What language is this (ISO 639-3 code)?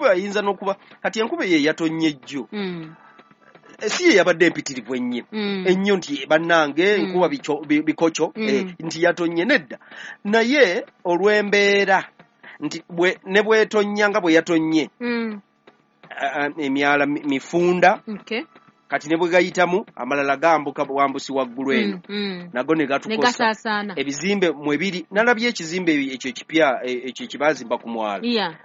lug